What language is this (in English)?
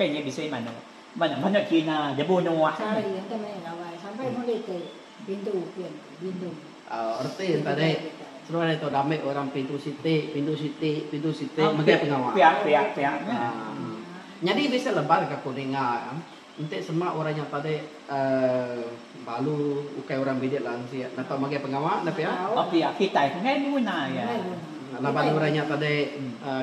Iban